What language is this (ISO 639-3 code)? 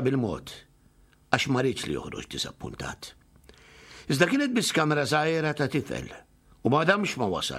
mlt